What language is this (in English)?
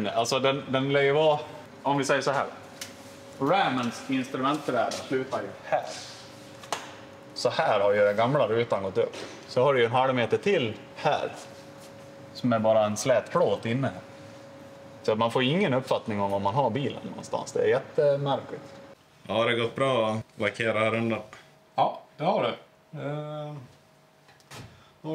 Swedish